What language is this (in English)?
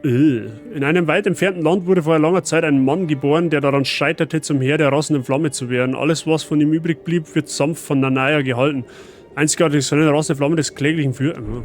Bavarian